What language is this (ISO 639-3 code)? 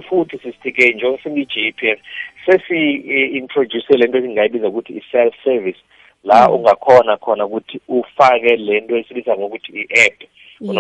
nbl